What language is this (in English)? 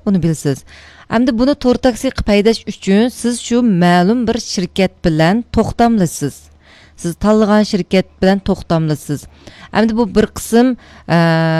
Uyghur